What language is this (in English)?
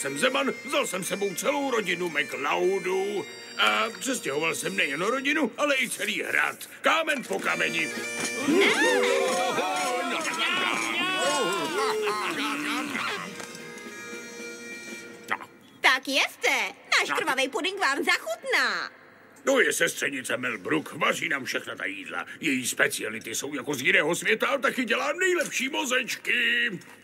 Czech